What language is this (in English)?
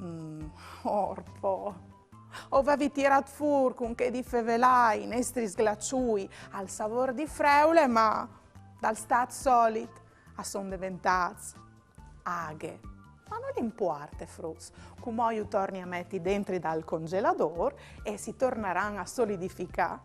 Friulian